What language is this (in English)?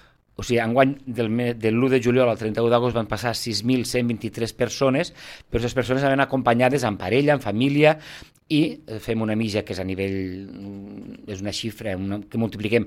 Catalan